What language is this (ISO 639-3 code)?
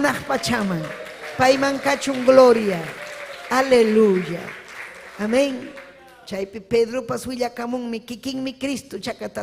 quy